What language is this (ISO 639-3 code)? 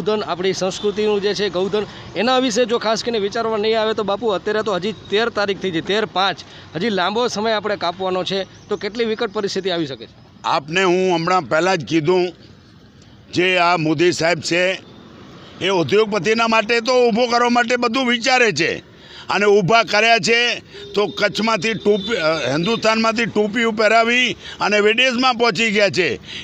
guj